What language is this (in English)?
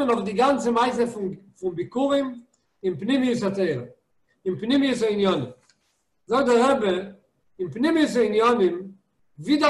Yiddish